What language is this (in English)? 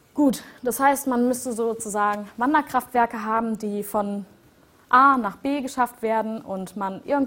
German